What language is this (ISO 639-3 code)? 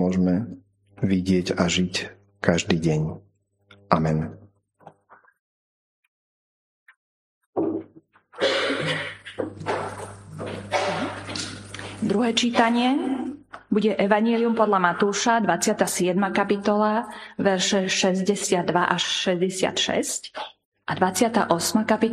slk